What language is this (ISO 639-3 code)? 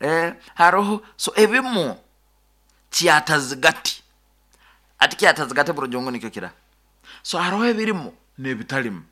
nyo